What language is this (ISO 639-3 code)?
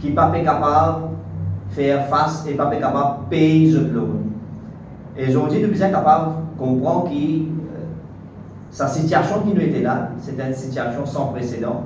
mfe